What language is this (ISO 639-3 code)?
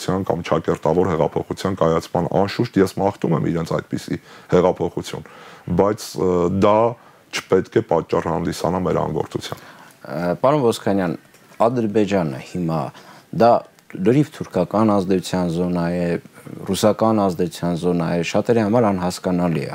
hye